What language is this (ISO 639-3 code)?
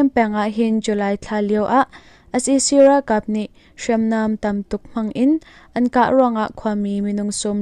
cnh